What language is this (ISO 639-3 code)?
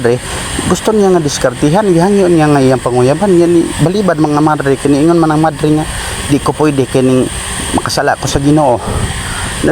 ceb